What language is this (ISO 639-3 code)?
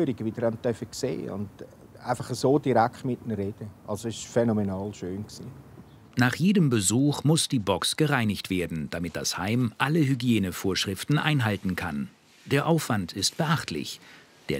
gsw